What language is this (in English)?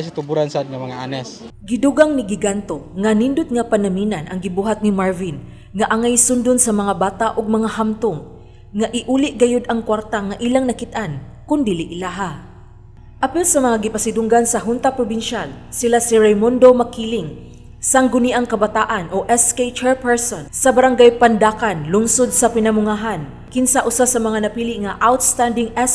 Cebuano